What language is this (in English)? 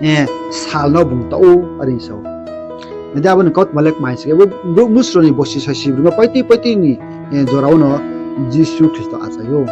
Riang (India)